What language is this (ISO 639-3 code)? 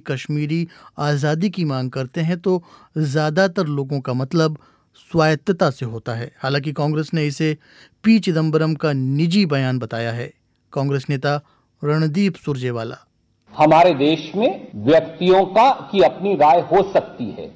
hin